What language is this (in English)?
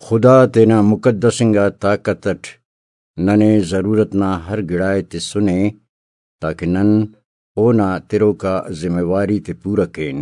Brahui